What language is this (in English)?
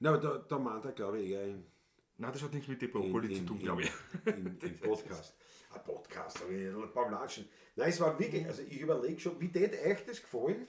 Bavarian